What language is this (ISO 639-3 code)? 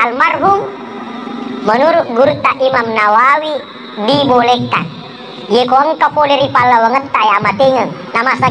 bug